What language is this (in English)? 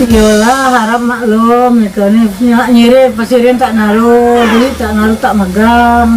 Musi